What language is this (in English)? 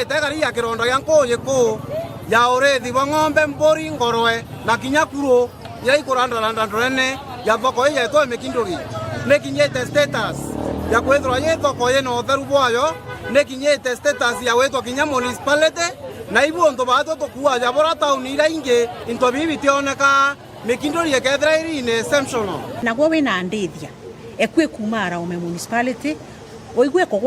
Meru